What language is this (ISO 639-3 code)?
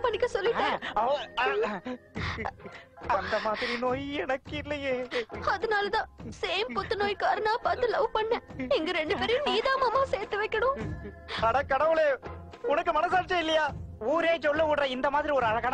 tam